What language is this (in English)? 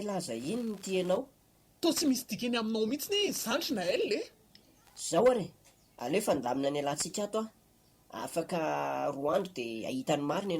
Malagasy